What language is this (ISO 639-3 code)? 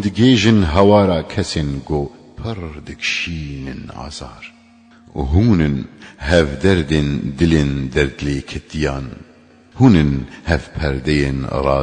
kur